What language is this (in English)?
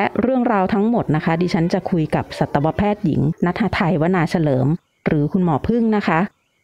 Thai